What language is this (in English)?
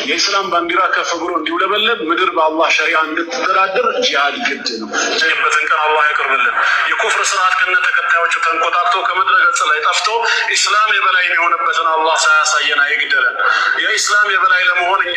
Amharic